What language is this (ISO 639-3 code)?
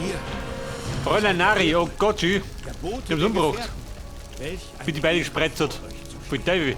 bar